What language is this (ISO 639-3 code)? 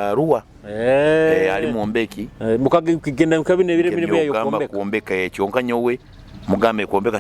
nyo